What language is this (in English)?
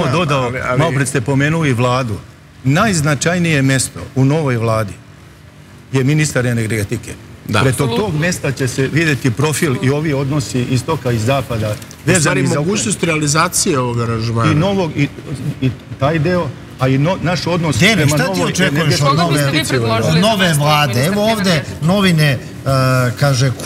Serbian